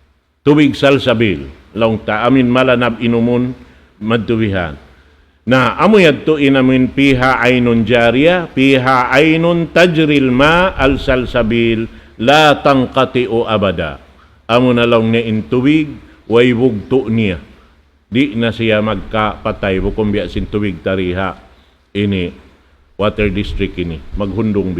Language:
Tausug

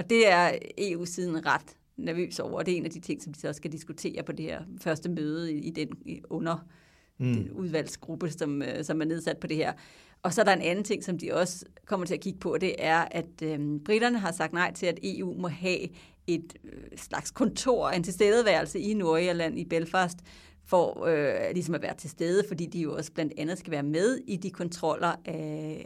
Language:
Danish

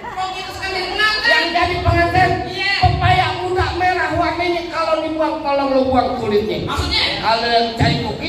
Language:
Betawi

